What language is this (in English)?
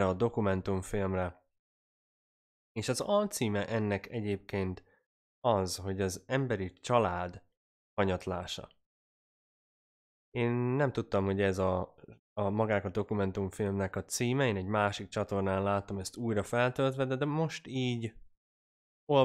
Hungarian